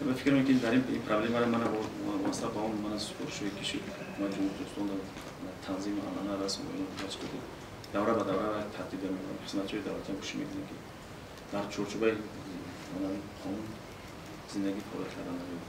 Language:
Tajik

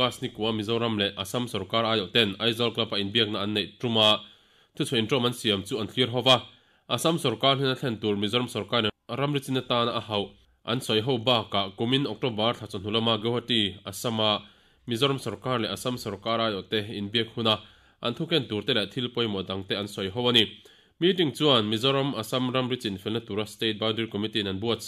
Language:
Mizo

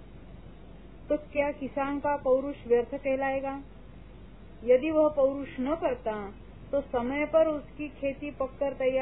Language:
Hindi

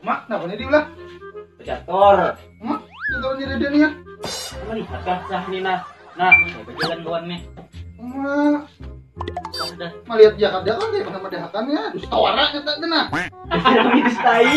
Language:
Banjar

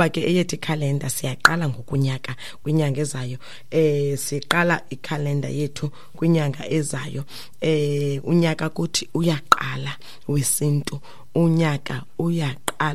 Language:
Xhosa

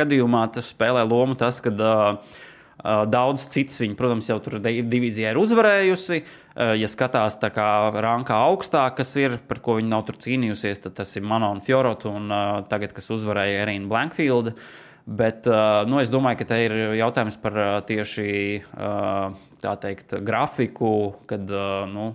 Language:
Latvian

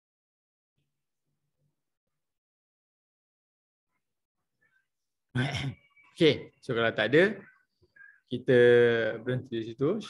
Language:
Malay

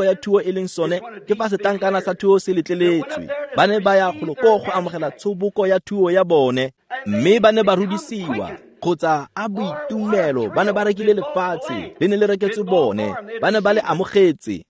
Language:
Tswana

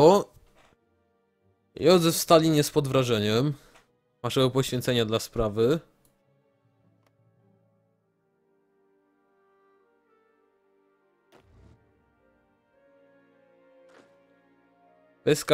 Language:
Polish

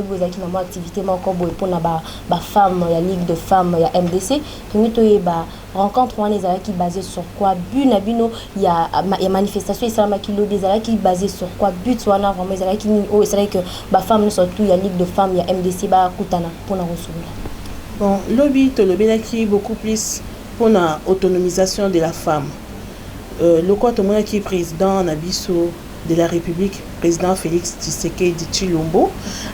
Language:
Lingala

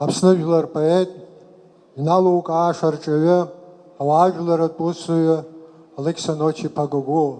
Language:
Abkhazian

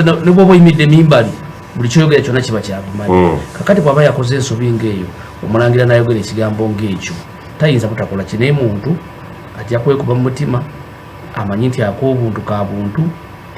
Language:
Ganda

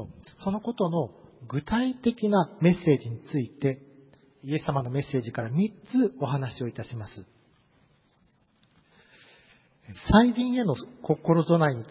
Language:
Japanese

